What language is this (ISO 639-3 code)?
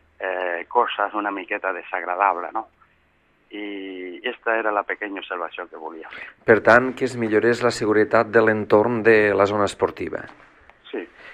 cat